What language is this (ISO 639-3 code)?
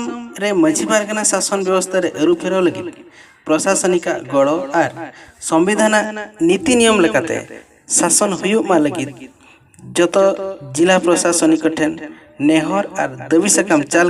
sat